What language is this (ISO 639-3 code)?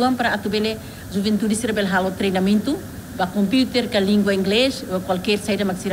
tet